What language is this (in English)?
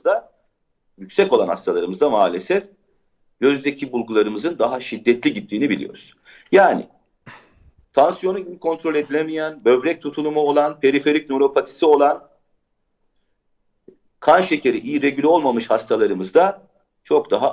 Turkish